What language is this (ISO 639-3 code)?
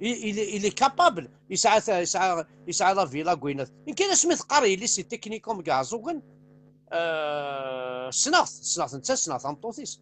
kab